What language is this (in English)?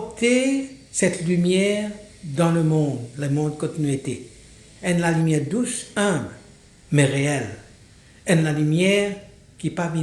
Morisyen